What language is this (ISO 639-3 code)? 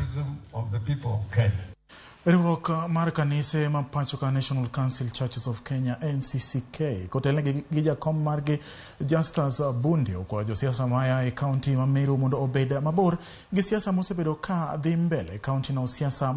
luo